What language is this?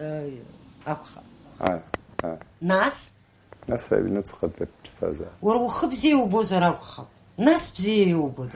Abkhazian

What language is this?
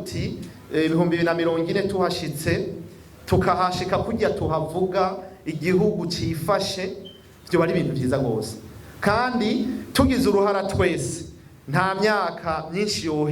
Rundi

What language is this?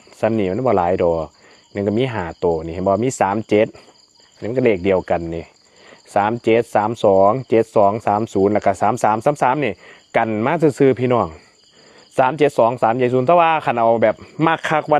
Northeastern Thai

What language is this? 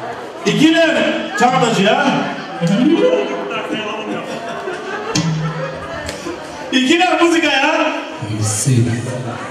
Turkish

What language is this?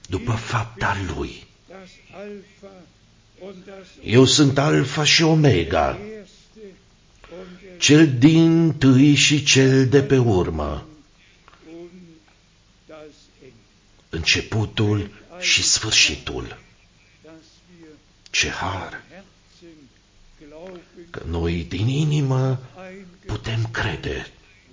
Romanian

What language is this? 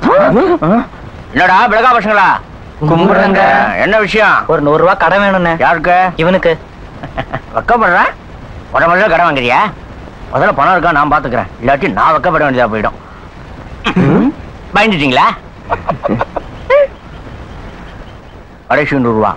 Tamil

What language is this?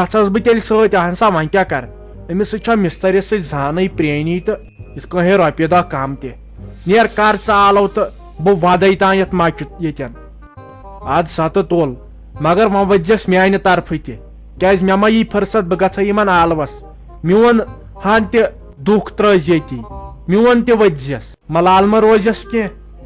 Kashmiri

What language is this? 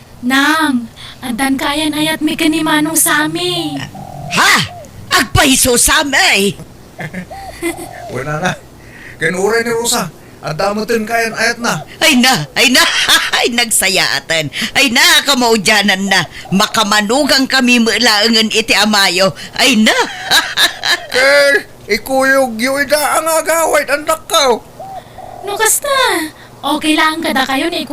Iloko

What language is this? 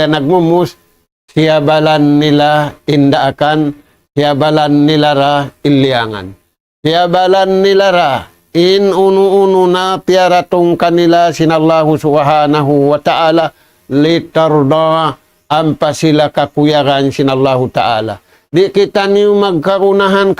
Tausug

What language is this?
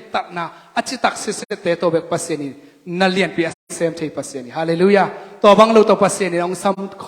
Tedim Chin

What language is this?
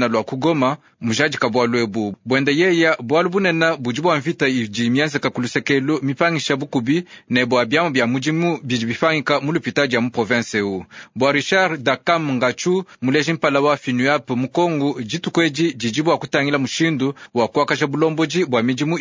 Luba-Lulua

